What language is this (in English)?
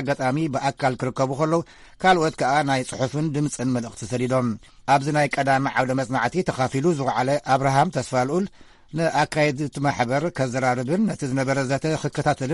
Tigrinya